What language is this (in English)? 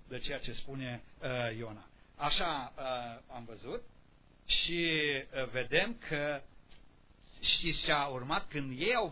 Romanian